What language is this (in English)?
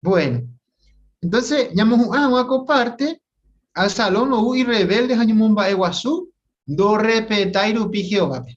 Guarani